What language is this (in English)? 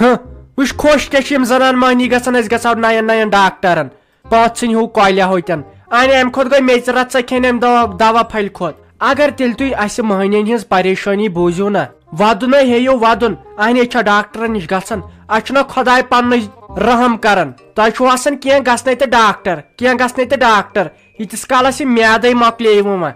Kashmiri